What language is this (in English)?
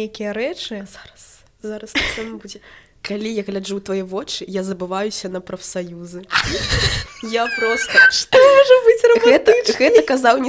Belarusian